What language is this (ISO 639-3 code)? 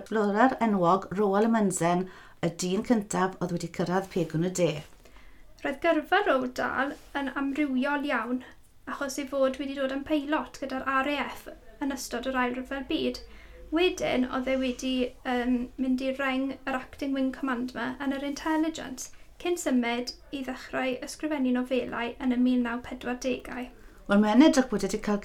cym